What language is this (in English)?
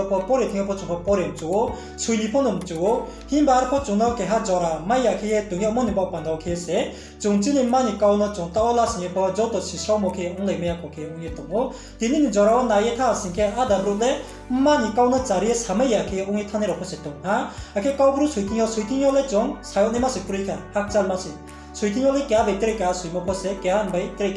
Riang (India)